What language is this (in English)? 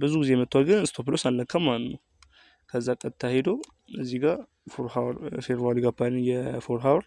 Amharic